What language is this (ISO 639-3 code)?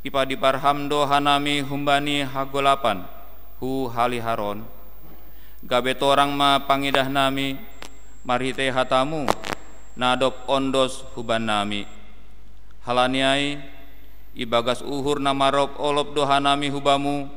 bts